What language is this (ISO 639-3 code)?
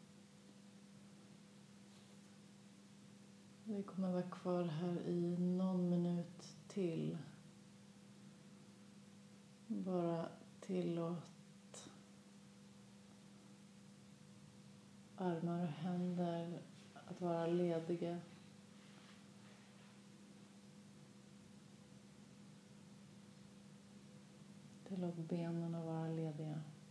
swe